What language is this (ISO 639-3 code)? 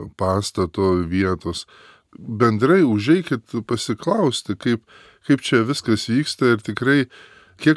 lit